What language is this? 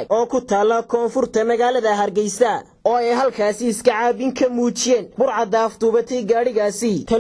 Somali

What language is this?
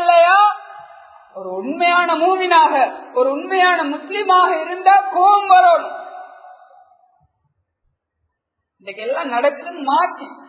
Tamil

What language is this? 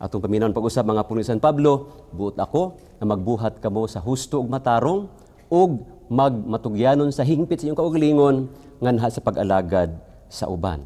Cebuano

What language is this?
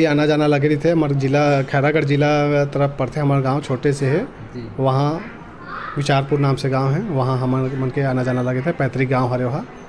Chhattisgarhi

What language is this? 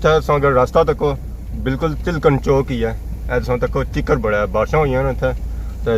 Pahari-Potwari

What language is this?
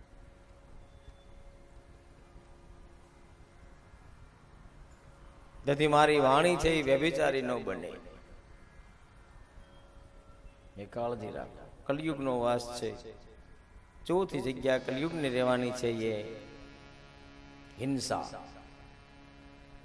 Gujarati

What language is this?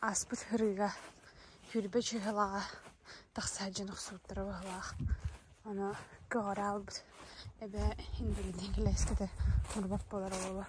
Yakut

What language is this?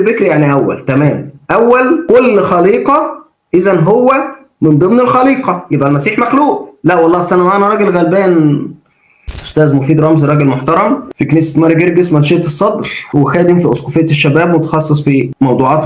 Egyptian Arabic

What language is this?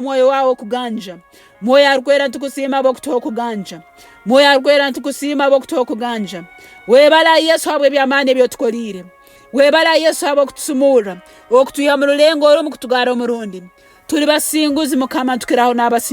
Nyoro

